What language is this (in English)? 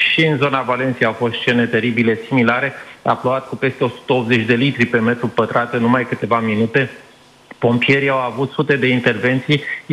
Romanian